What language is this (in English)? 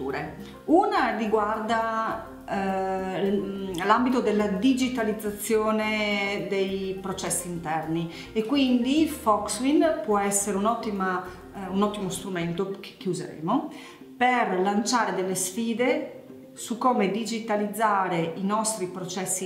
Italian